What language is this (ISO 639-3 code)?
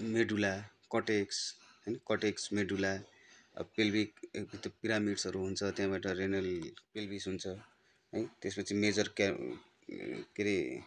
nep